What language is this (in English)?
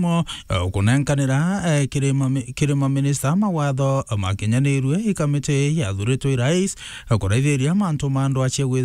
Meru